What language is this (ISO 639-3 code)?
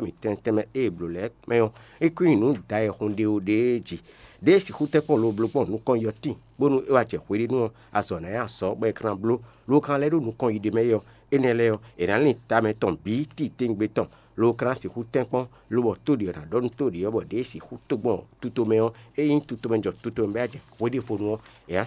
fon